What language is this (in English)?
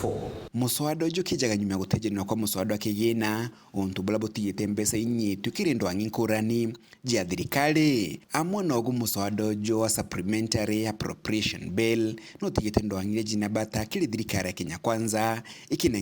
Meru